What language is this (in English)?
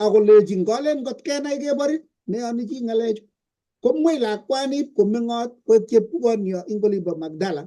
Kalenjin